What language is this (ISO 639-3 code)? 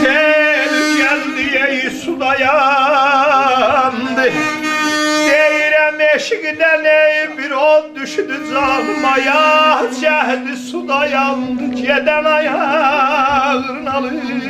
azb